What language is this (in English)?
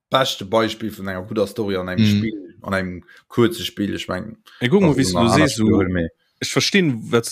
Luxembourgish